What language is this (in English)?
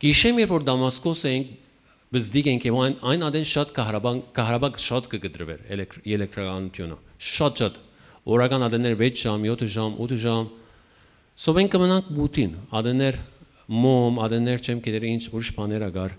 Western Armenian